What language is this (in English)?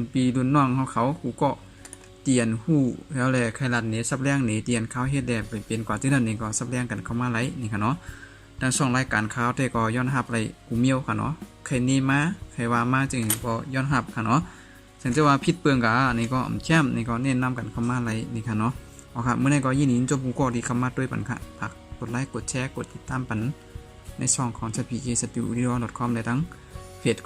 Shan